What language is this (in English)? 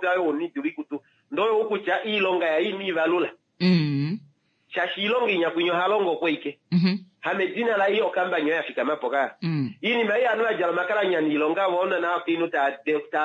Kuanyama